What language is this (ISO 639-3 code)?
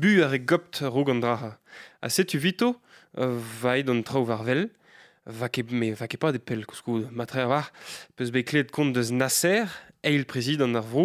bre